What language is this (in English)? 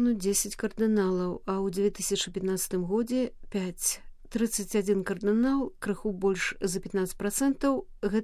Belarusian